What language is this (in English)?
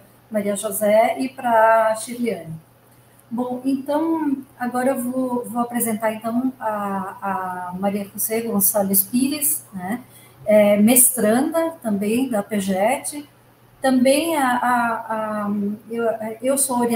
Portuguese